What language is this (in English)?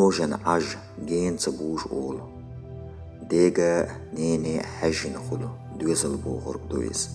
Chechen